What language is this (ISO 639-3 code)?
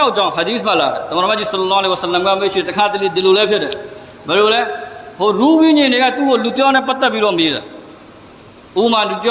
mya